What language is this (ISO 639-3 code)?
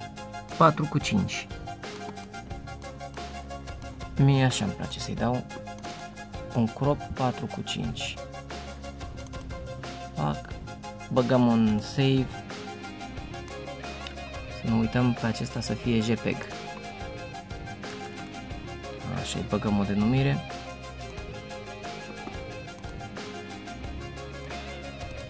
ron